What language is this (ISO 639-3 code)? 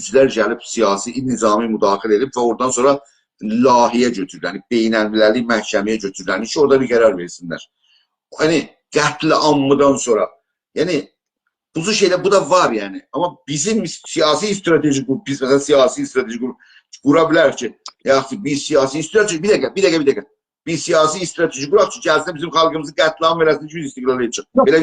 azb